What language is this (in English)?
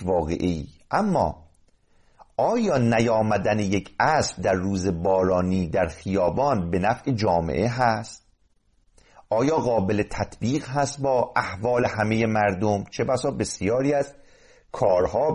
Persian